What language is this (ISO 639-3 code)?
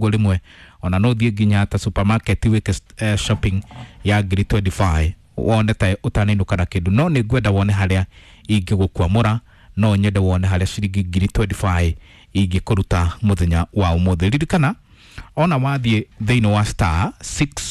kik